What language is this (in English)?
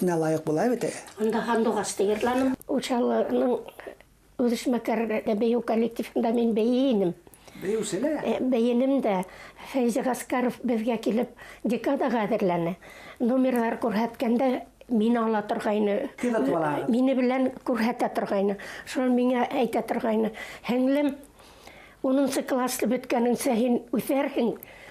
Bashkir